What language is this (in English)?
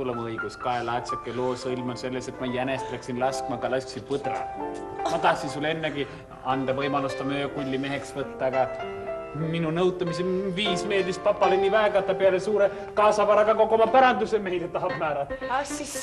Estonian